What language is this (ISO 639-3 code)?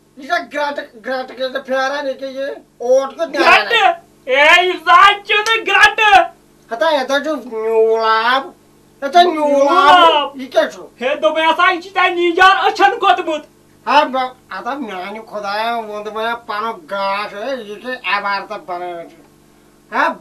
kas